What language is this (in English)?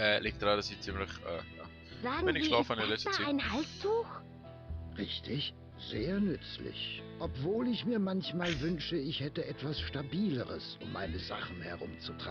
Swiss German